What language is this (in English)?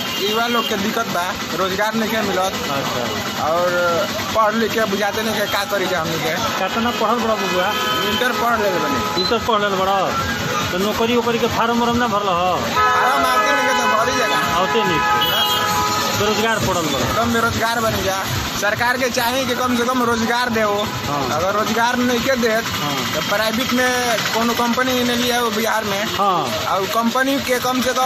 Bhojpuri